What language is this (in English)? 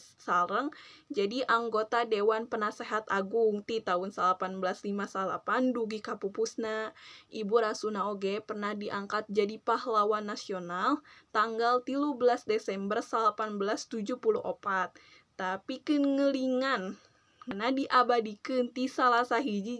Sundanese